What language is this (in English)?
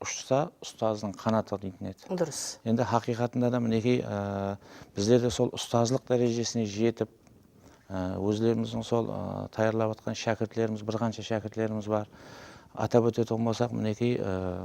Kara-Kalpak